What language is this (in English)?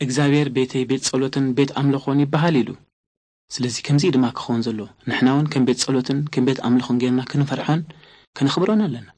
Tigrinya